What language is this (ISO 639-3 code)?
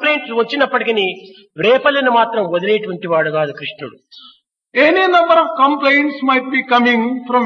tel